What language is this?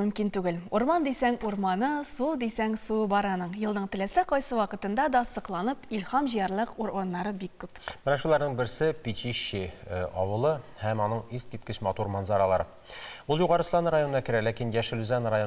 Tatar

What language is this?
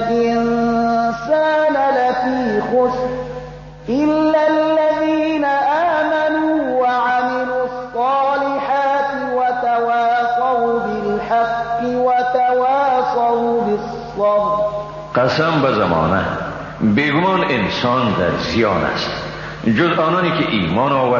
Persian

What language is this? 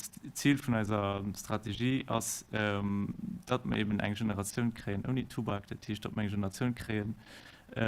Luxembourgish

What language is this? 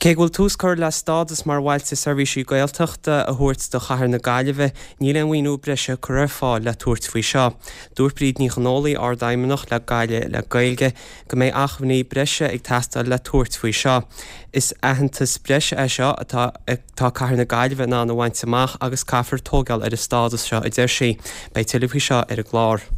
Irish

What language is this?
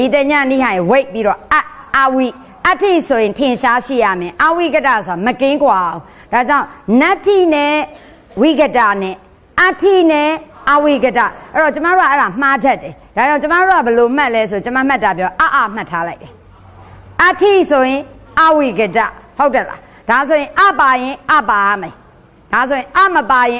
Burmese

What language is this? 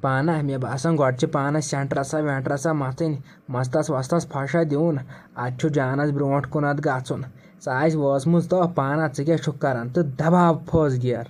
Kashmiri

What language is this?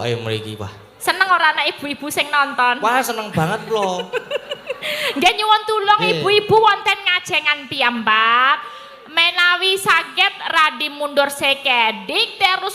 Javanese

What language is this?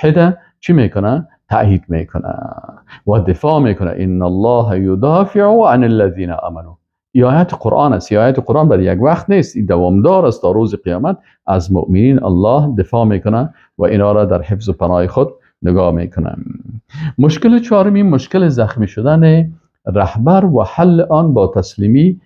Persian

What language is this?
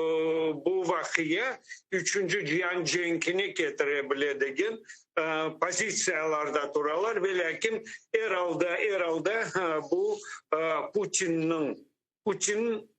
Crimean Tatar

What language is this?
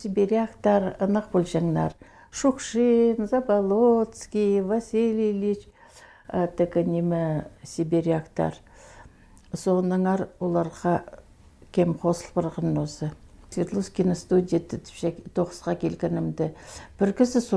Khakas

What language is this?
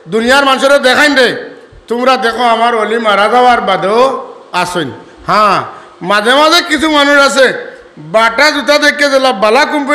Sylheti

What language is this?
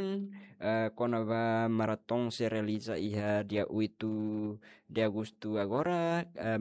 Tetum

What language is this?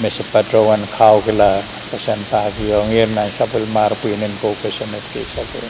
Pohnpeian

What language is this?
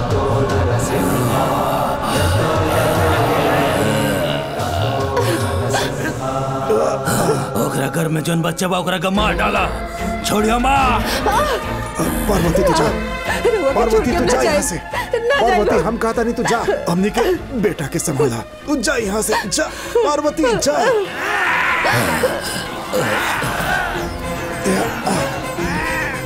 Bhojpuri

